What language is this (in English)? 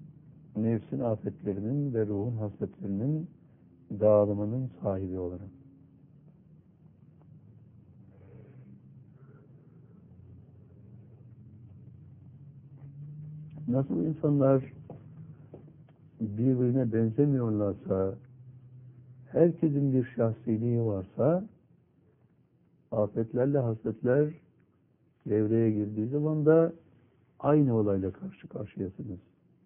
Turkish